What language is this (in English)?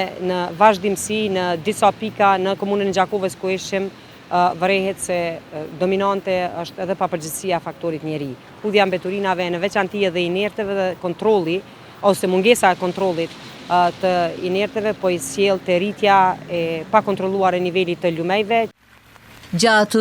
Albanian